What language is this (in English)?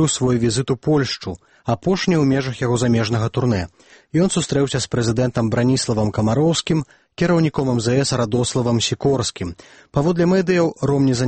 Belarusian